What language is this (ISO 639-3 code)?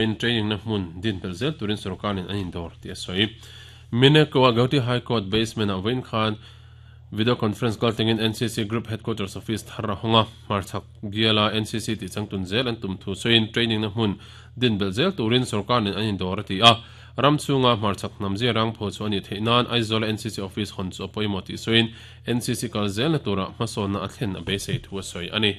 lus